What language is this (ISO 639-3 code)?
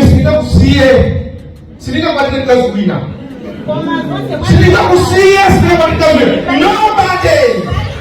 nya